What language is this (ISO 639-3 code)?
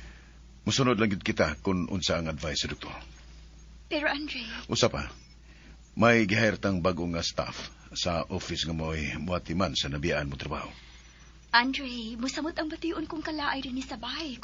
ceb